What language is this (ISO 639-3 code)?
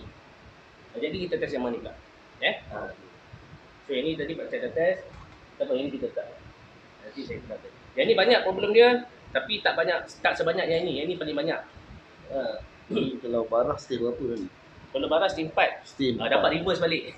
msa